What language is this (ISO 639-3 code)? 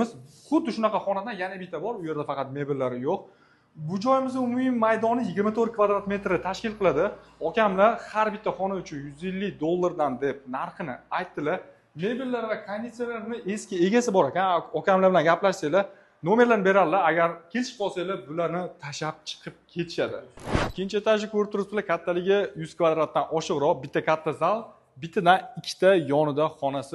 uzb